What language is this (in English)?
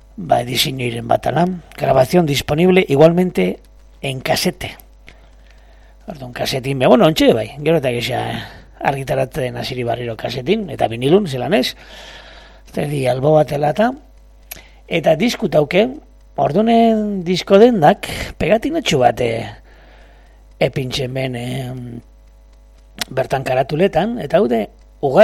Basque